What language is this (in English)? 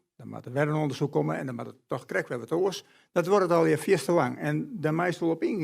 Western Frisian